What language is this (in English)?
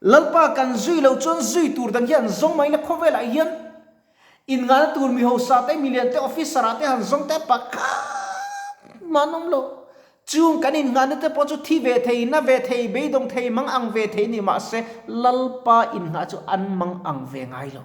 Mizo